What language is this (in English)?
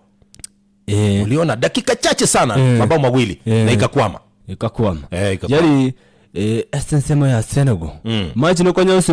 Gusii